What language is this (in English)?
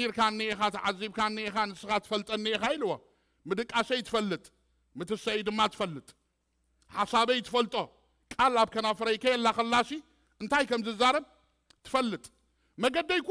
Tigrinya